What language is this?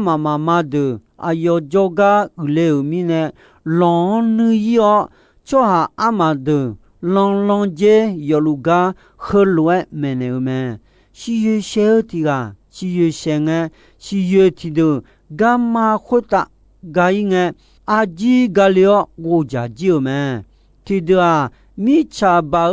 Akha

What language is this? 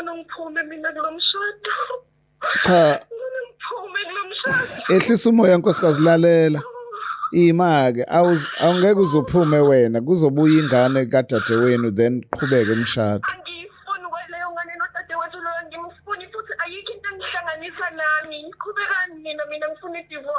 Zulu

